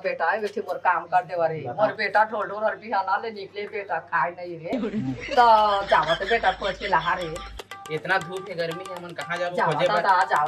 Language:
Chhattisgarhi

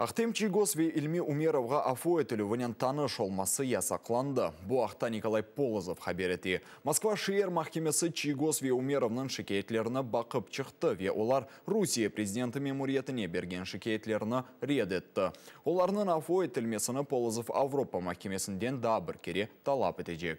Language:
Crimean Tatar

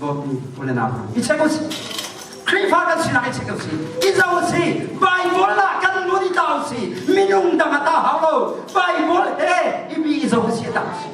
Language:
Hakha Chin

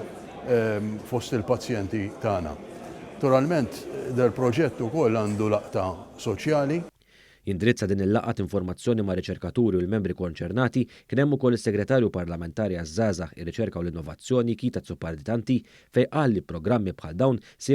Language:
Maltese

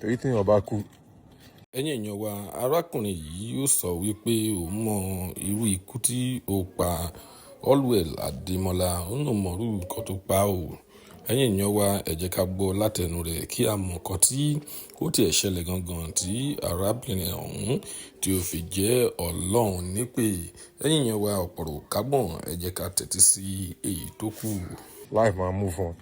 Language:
Yoruba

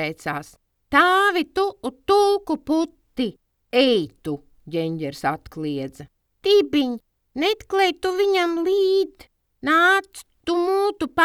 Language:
Latvian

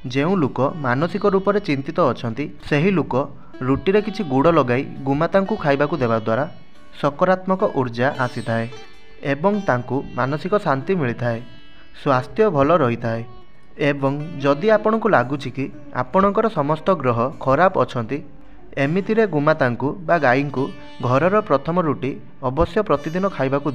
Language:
Odia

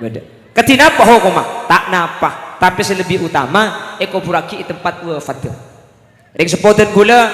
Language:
Madurese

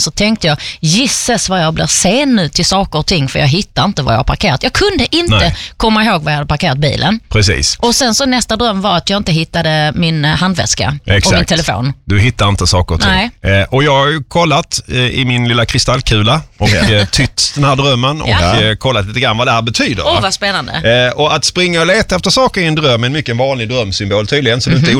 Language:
Swedish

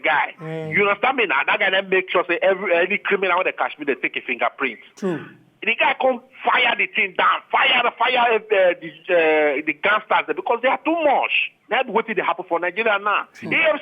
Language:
Nigerian Pidgin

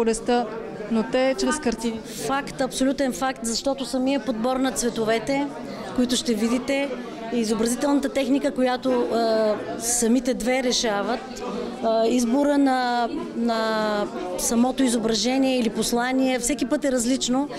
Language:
Bulgarian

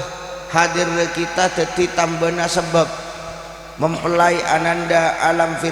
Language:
Madurese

